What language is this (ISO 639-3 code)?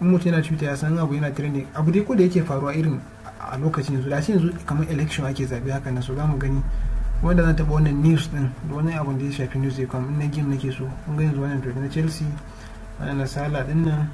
hau